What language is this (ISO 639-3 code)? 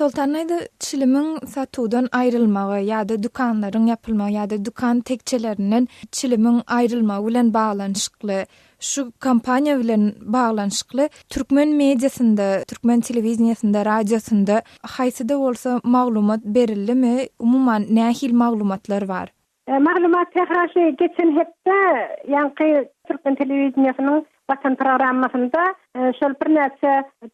tuk